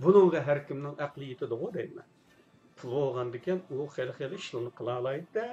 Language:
Uyghur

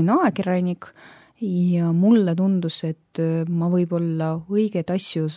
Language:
Estonian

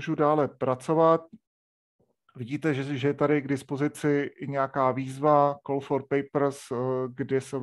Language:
Czech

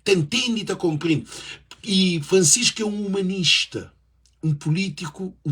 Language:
Kabuverdianu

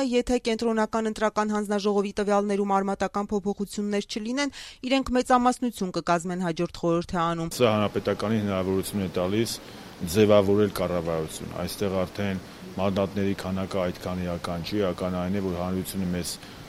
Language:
Armenian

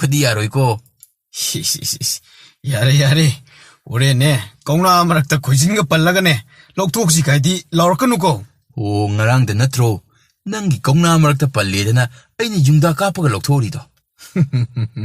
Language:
Manipuri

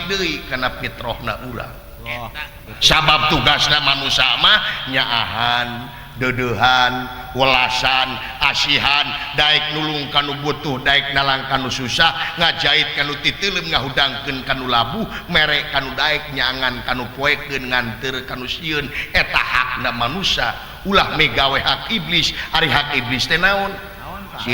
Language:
Sundanese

